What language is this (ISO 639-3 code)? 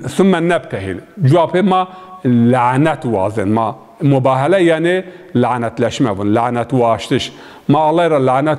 zza